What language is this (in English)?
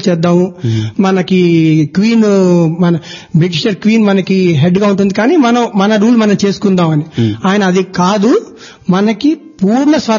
Telugu